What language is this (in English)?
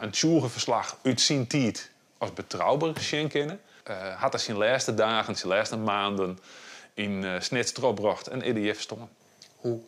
Western Frisian